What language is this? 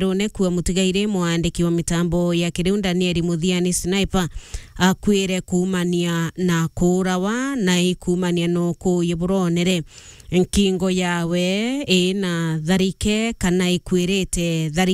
Meru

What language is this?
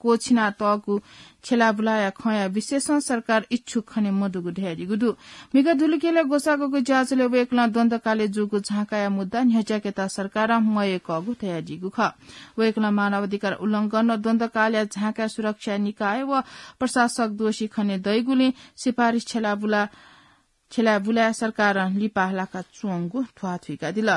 Newari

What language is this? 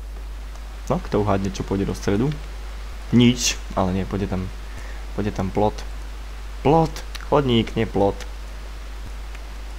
Slovak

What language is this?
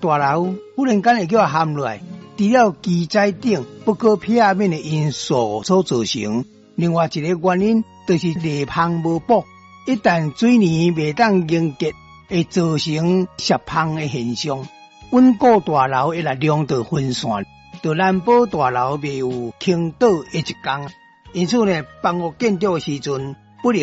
Min Nan Chinese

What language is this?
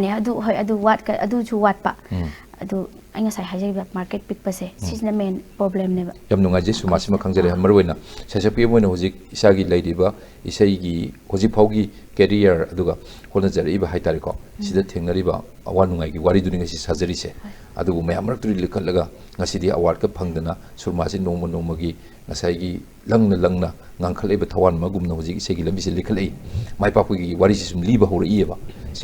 Manipuri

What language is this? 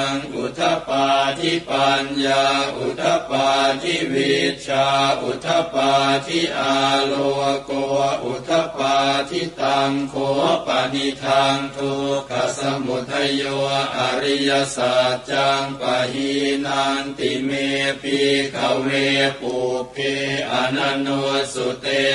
Pali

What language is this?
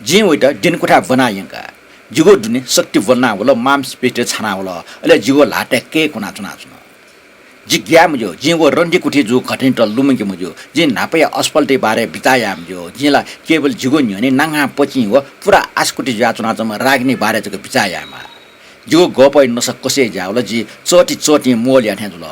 Newari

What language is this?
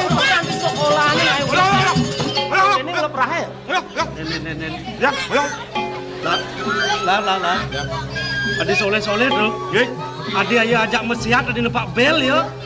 Balinese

